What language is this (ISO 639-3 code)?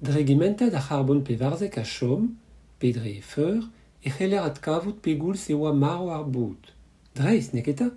bre